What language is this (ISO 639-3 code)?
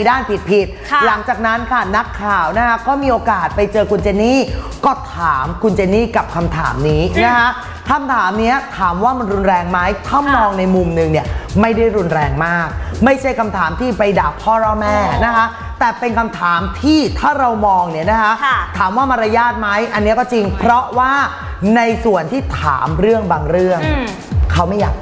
tha